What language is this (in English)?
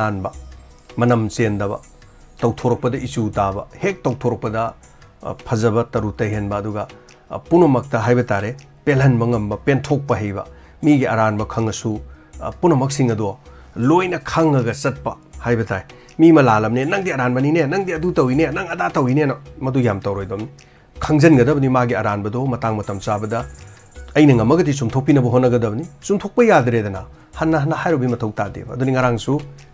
Manipuri